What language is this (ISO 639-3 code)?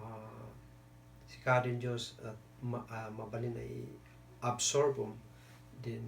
kne